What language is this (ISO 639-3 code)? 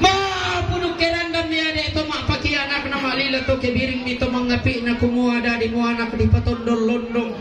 sda